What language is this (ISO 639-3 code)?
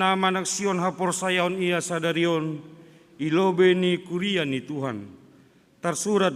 bts